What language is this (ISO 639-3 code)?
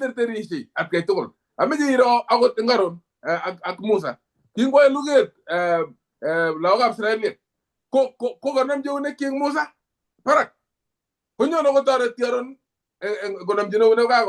kln